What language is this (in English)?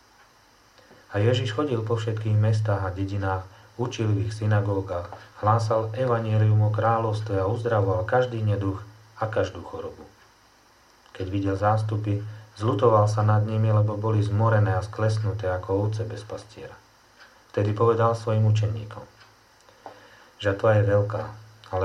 Slovak